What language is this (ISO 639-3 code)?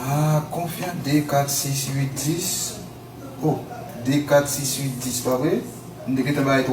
hat